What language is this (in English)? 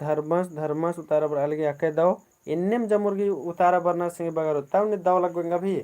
Kurukh